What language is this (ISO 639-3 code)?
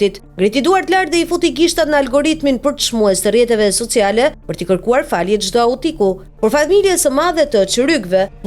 sqi